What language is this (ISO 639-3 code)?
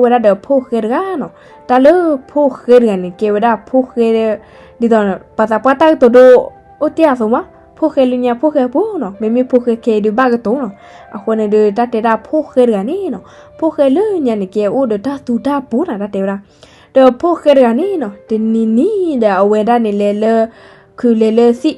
ksw